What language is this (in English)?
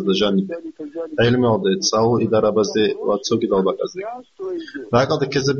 Avaric